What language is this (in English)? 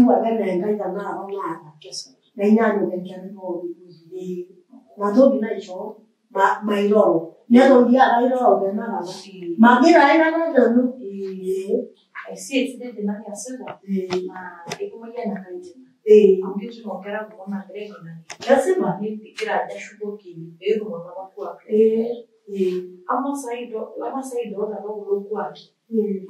Masai